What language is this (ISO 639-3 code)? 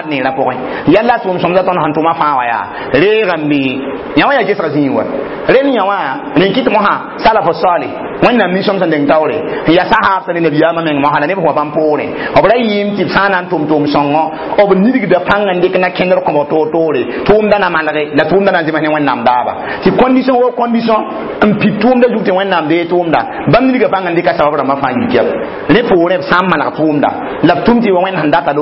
mos